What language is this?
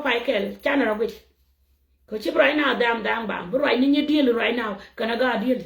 Nuer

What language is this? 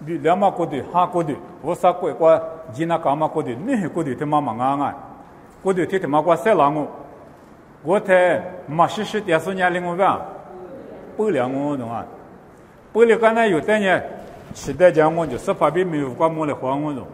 Lisu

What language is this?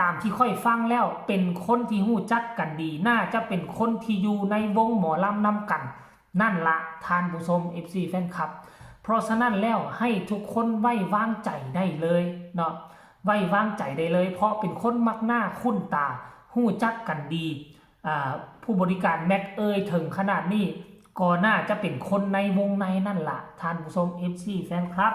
Northeastern Thai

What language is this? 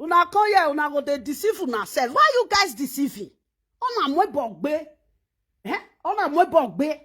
Nigerian Pidgin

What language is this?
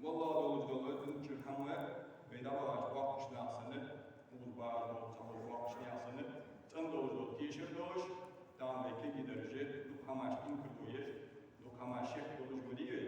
Ingush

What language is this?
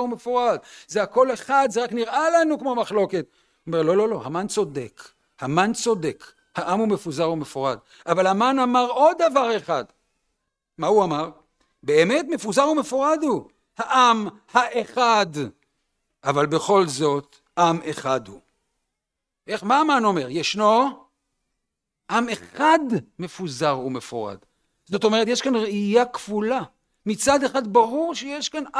Hebrew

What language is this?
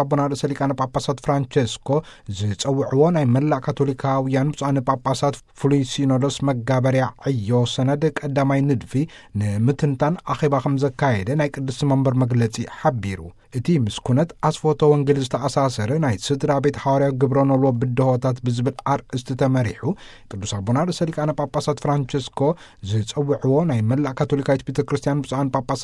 Tigrinya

